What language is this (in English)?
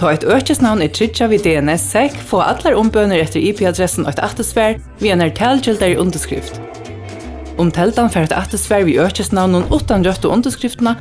Faroese